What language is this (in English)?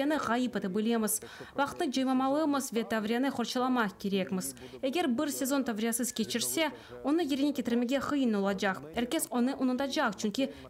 Crimean Tatar